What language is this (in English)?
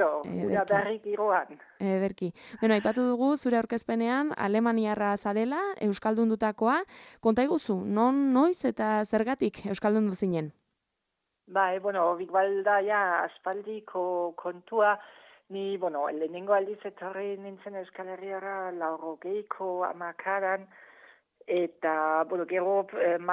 Basque